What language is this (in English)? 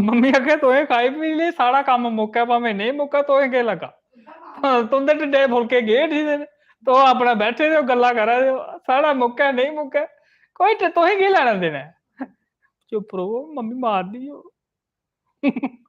Dogri